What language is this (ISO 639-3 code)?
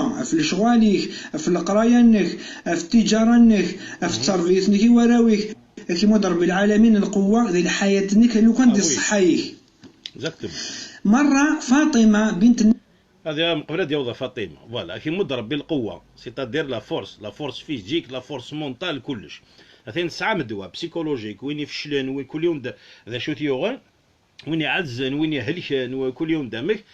kab